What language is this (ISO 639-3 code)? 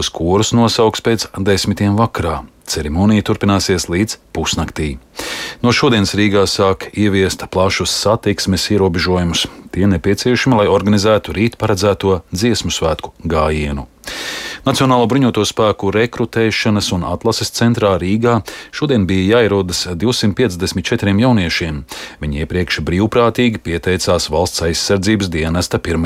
lav